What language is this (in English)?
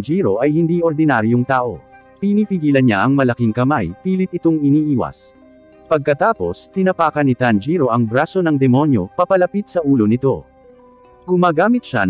Filipino